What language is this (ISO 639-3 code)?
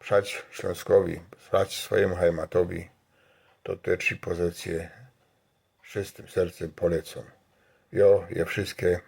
szl